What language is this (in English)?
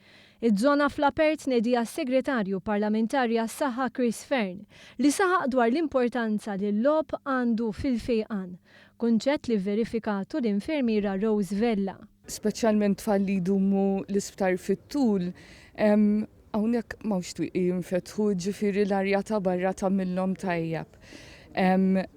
Maltese